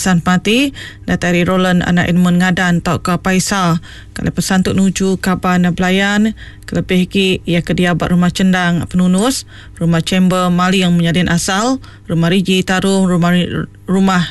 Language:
Iban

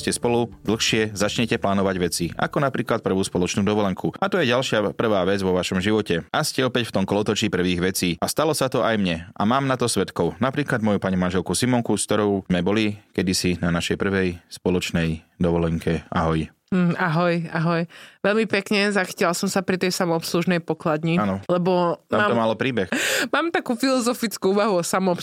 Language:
Slovak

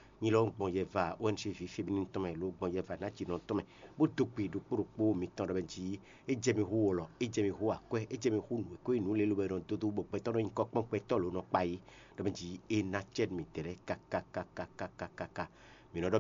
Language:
Fon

